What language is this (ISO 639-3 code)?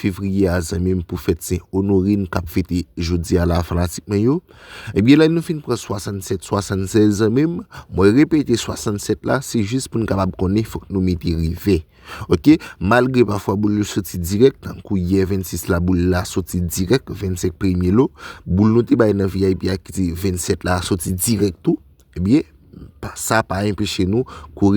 hat